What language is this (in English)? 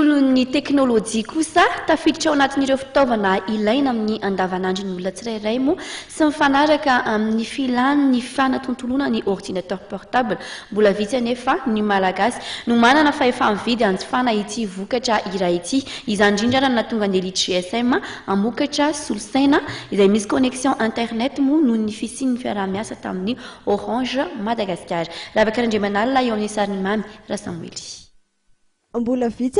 Malagasy